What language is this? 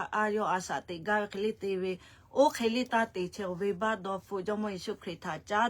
Lahu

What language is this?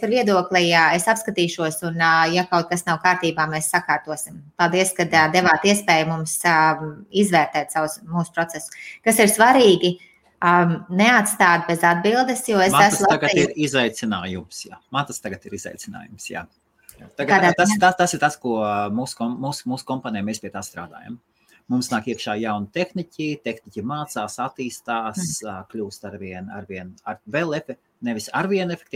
Latvian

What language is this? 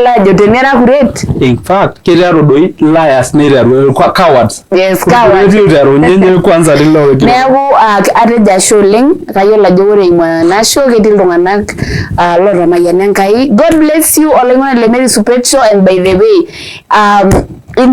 Masai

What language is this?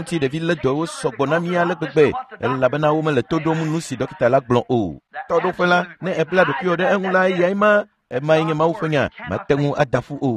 Ewe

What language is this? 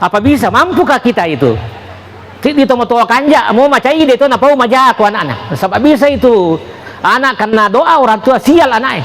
Buginese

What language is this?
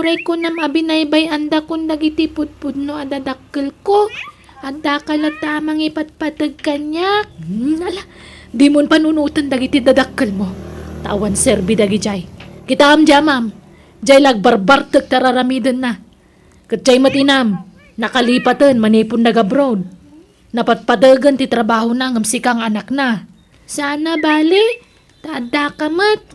Iloko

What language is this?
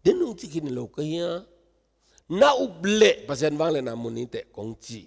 Tedim Chin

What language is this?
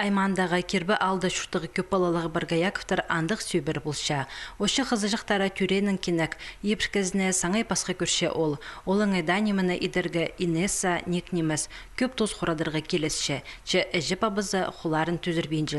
Khakas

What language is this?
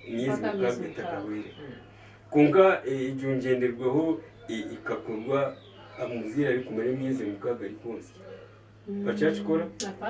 Nyankole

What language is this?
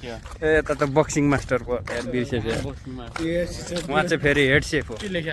Nepali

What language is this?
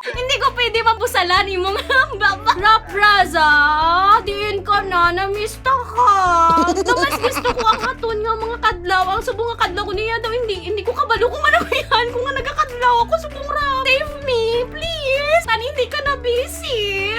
Hiligaynon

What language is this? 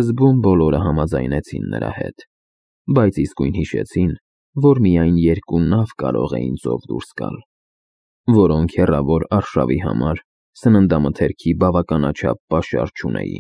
Armenian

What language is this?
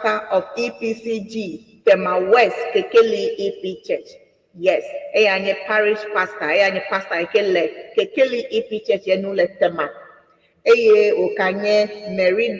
Ewe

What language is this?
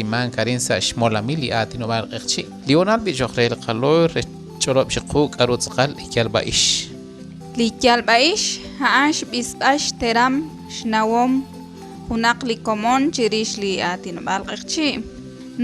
Kekchí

